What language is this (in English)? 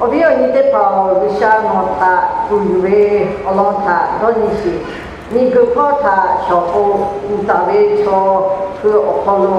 Lahu